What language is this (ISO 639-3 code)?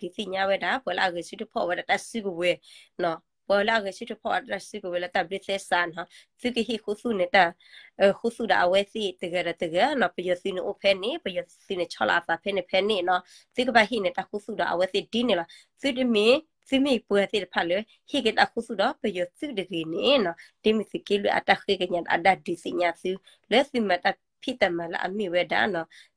ksw